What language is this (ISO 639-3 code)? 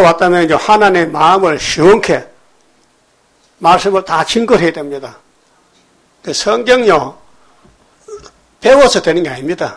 kor